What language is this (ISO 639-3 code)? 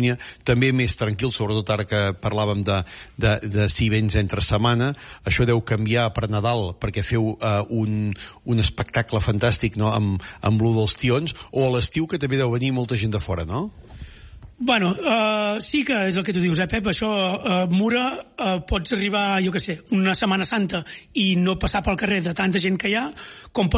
cat